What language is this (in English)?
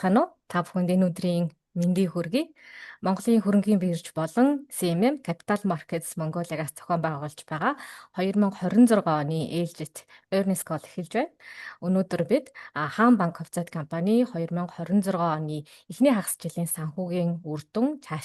Mongolian